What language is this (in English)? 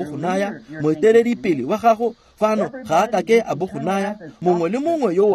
Tswana